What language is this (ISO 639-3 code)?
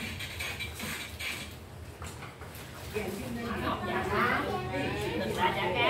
vie